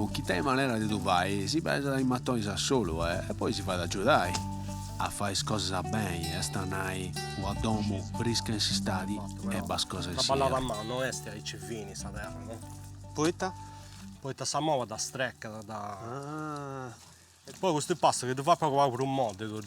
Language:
Sardinian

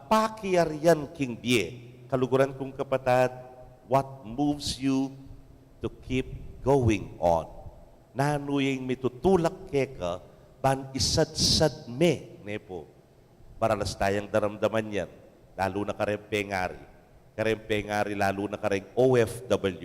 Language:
Pampanga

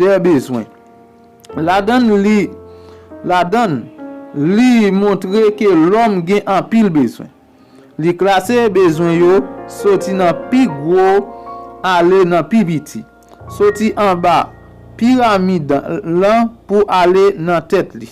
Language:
Haitian Creole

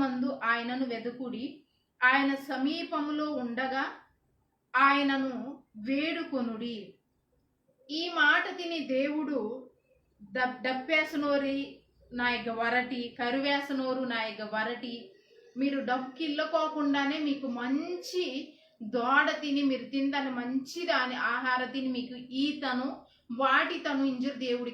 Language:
Koya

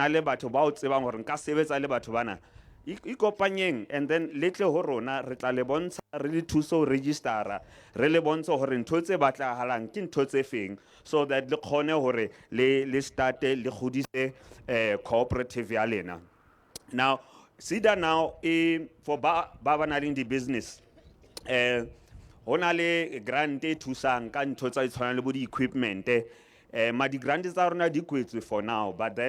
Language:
Southern Sotho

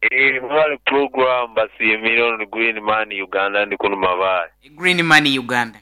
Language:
Nyoro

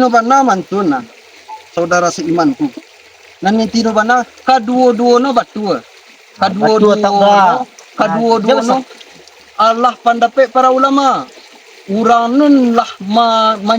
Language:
Minangkabau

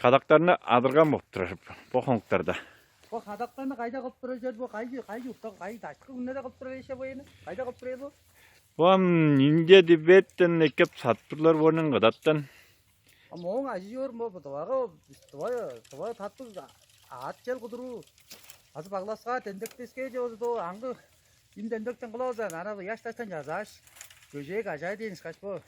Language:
Tuvinian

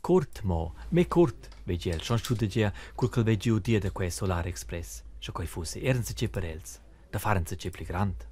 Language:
Romansh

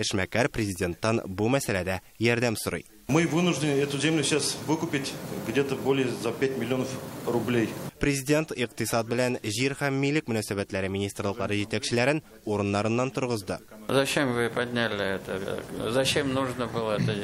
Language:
Tatar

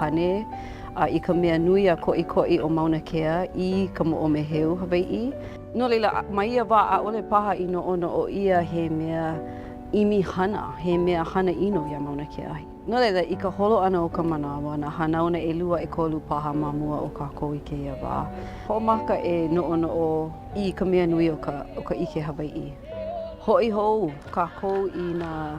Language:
Hawaiian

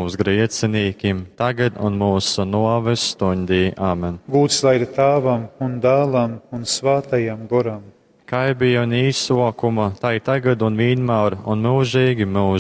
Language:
Latgalian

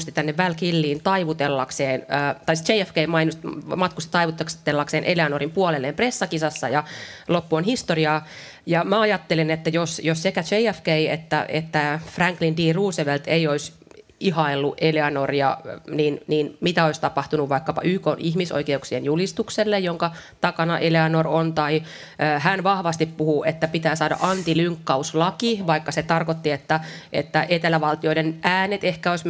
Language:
Finnish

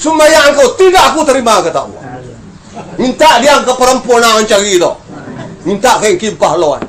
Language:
Minangkabau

